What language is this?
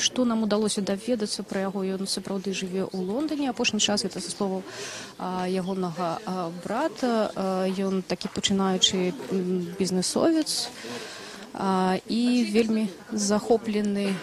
Belarusian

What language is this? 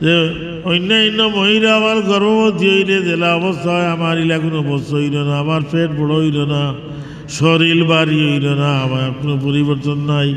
Sylheti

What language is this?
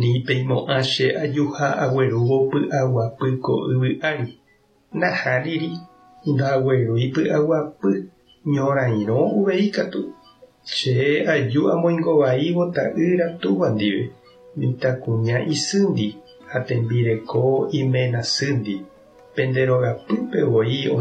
Guarani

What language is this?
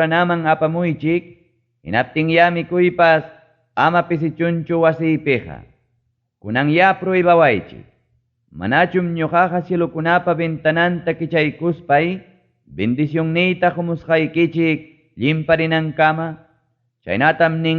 Ayacucho Quechua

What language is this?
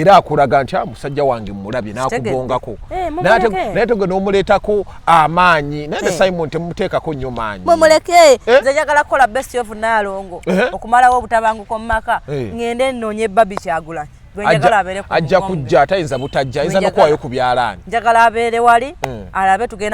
Ganda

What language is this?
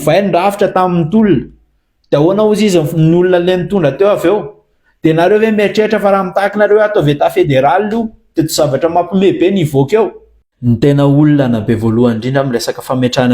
Malagasy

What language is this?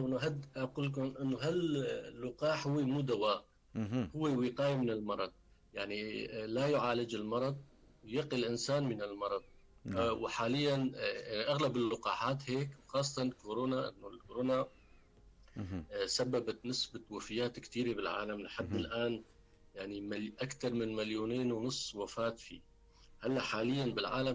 North Levantine Arabic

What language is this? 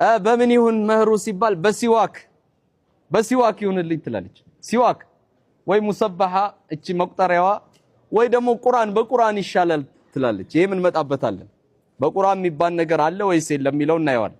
Amharic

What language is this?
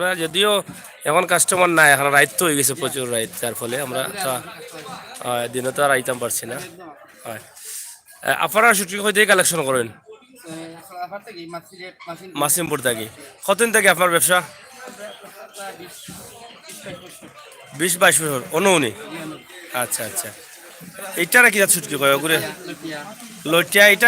Sylheti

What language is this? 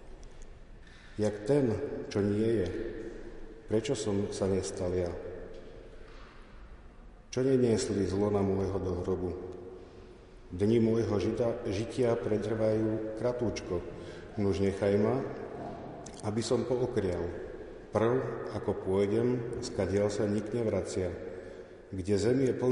Slovak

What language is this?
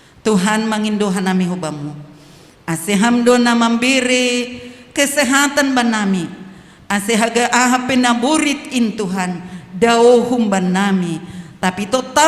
Batak Simalungun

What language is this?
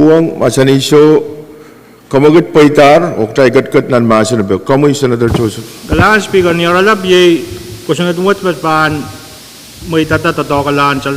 Pohnpeian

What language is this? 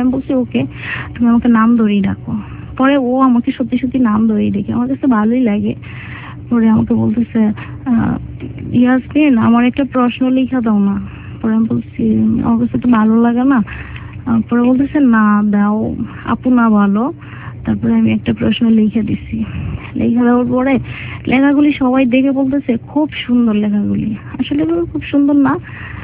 Bangla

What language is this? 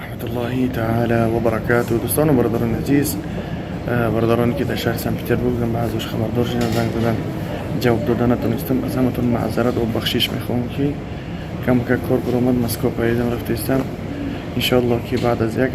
Tajik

